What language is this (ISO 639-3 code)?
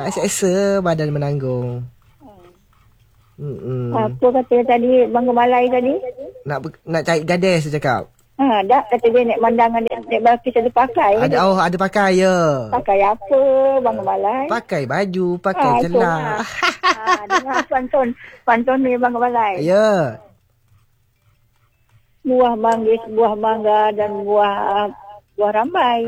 msa